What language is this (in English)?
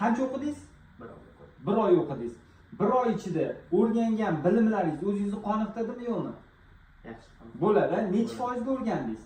Uzbek